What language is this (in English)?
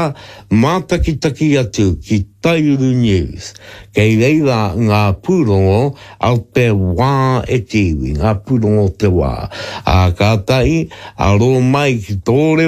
Māori